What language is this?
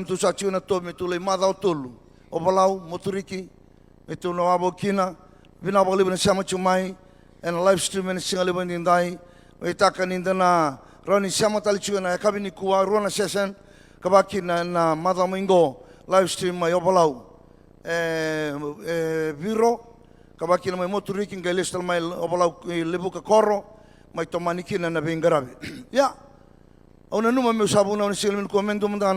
Fijian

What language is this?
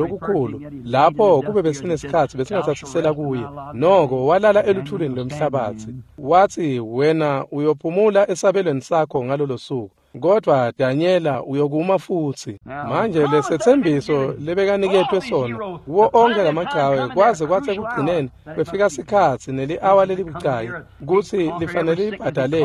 Swati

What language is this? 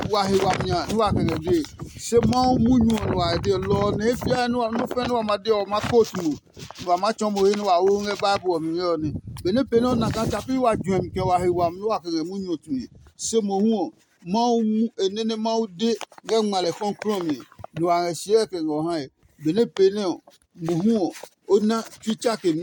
Adangme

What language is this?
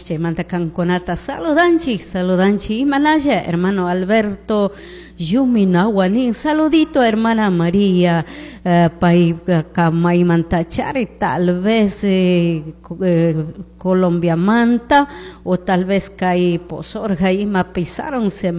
Chimborazo Highland Quichua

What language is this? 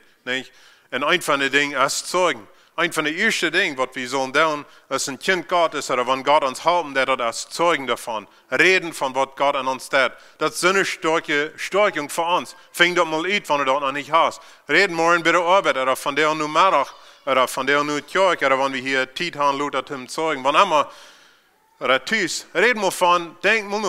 Plautdietsch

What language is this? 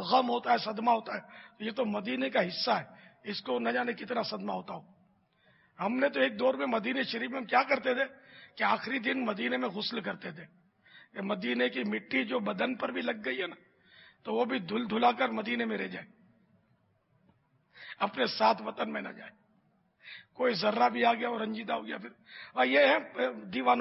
Urdu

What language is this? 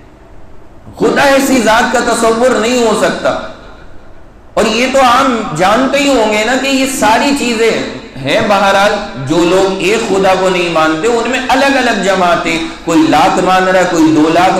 Urdu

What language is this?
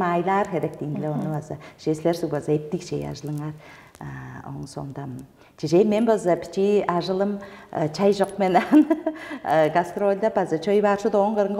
Tuvinian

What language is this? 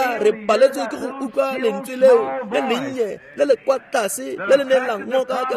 Tswana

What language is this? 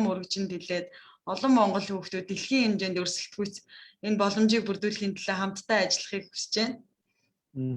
Mongolian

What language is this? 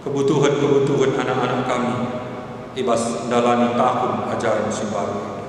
Batak Karo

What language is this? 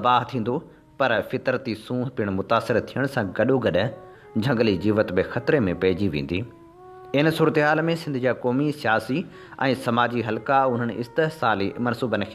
Sindhi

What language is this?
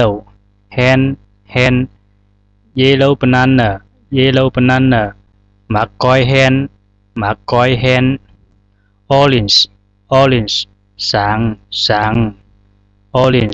Zhuang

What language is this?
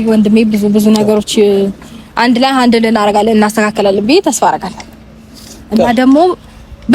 Amharic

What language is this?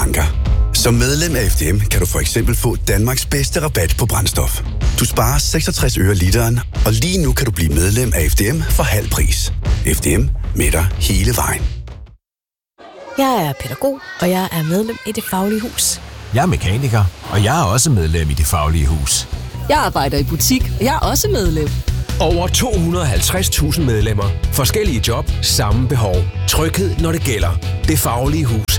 Danish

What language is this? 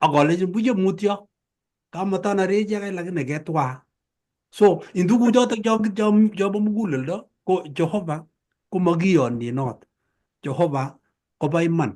Kalenjin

